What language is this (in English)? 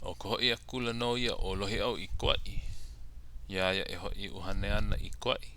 Hawaiian